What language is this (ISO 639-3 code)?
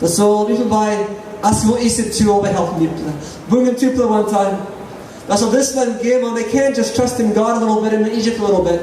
tpi